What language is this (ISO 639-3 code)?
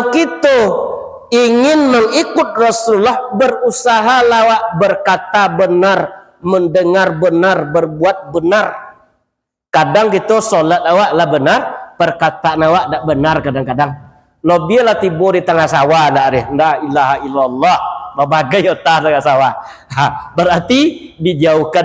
min